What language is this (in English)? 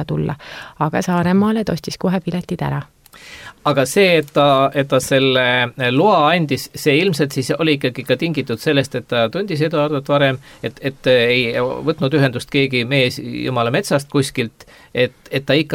Estonian